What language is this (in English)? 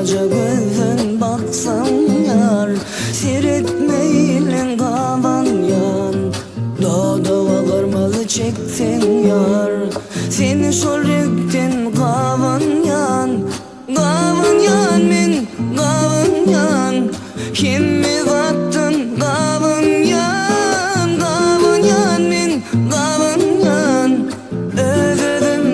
Turkmen